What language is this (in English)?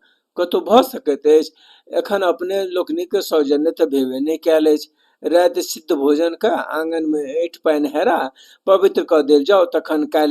Maithili